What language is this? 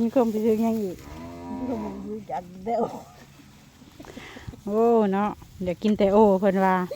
Lao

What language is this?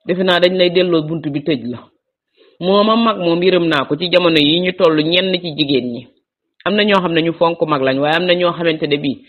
Wolof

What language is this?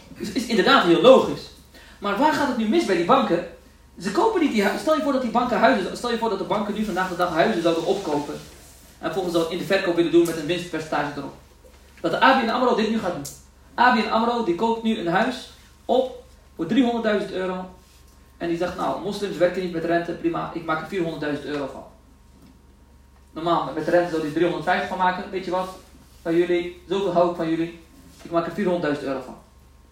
Dutch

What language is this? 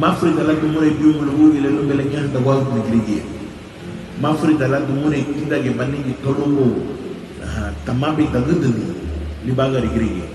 Garifuna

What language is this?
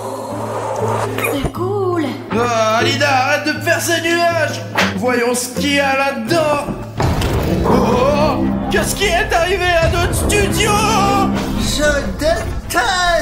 French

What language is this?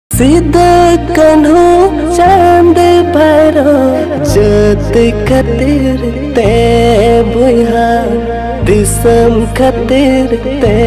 Santali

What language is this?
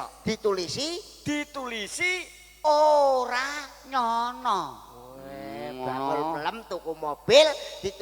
Javanese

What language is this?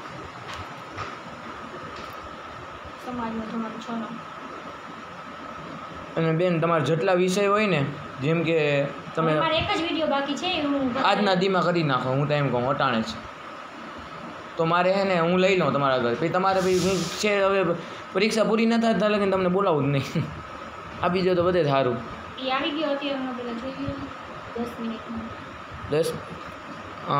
Gujarati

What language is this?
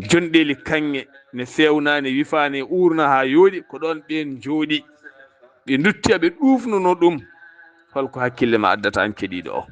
Fula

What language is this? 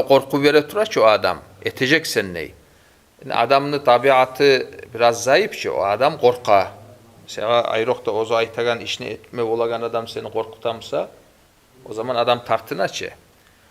Kumyk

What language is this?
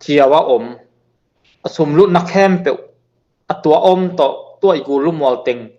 Tedim Chin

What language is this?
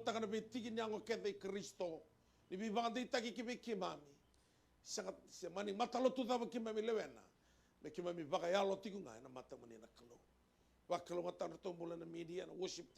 Fijian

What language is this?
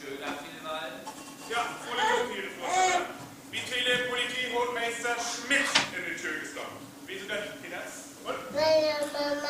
Northern Frisian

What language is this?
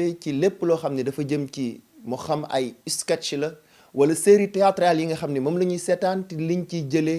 Wolof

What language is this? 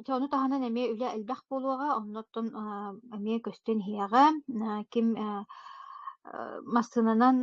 Yakut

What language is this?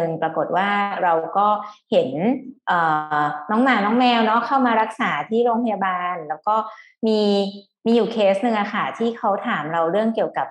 Thai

